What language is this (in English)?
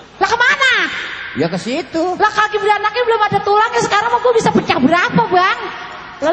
Betawi